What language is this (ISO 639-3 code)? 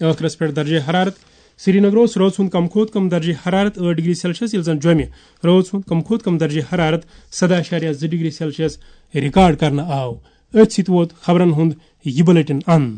kas